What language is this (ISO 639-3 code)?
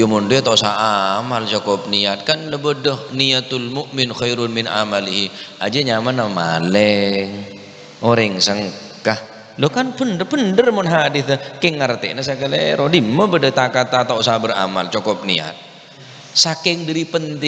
mad